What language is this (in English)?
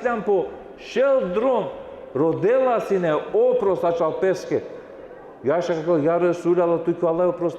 Balkan Romani